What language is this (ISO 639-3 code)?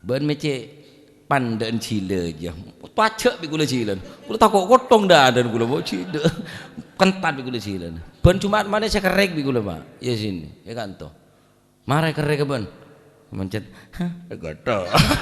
mad